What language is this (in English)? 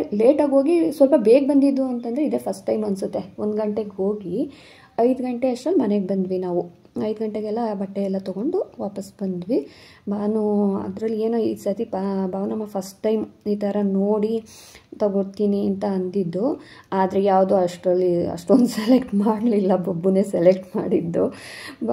Kannada